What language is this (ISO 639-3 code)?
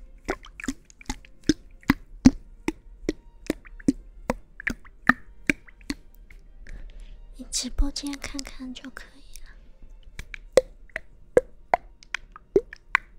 zho